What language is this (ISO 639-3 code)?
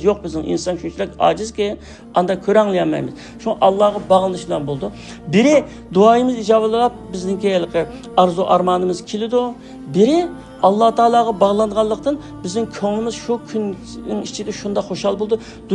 uig